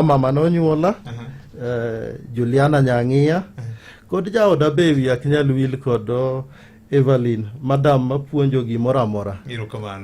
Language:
Luo (Kenya and Tanzania)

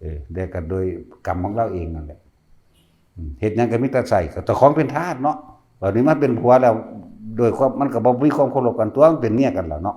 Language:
Northeastern Thai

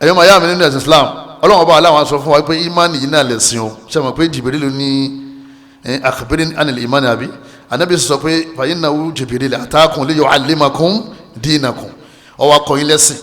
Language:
Yoruba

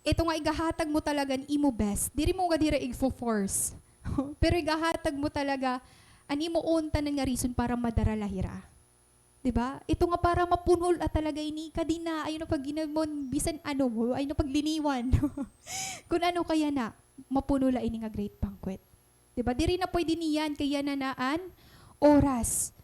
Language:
Waray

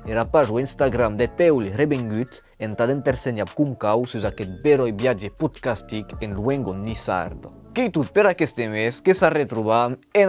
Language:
Occitan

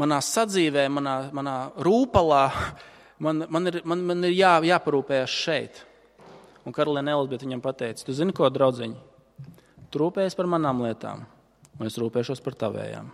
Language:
Latvian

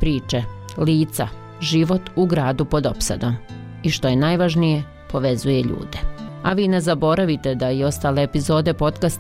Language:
Bosnian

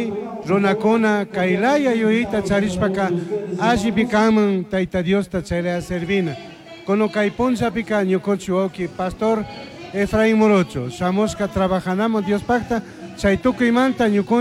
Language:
Chimborazo Highland Quichua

